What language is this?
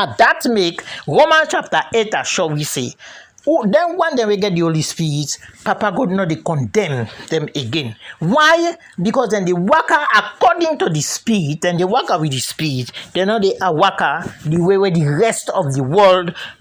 Krio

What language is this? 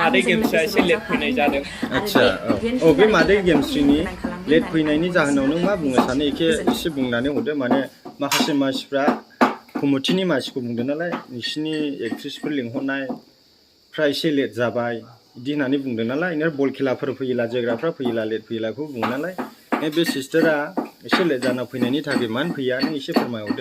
Bodo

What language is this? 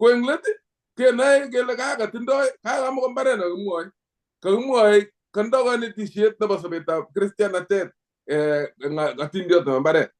Kalenjin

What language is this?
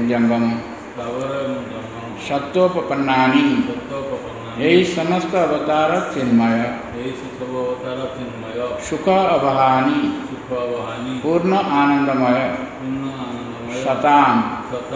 Odia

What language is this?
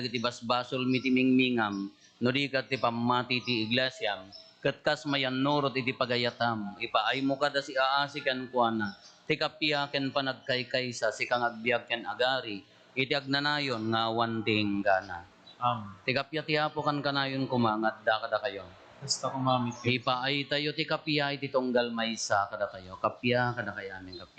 Iloko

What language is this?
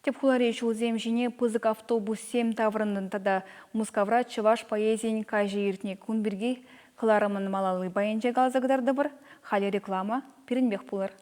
Chuvash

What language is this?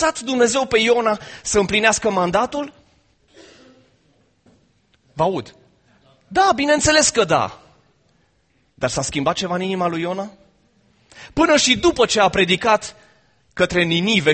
Romanian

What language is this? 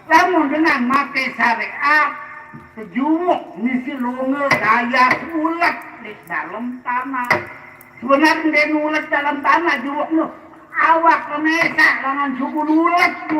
Sasak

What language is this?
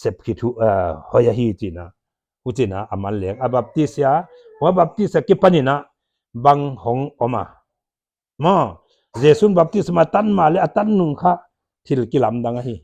Paite Chin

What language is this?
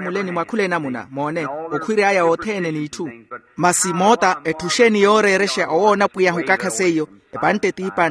Makhuwa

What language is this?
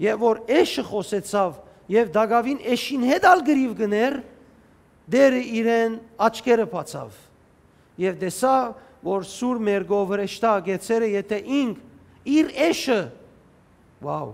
Western Armenian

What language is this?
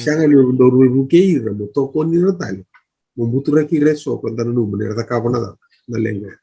Fijian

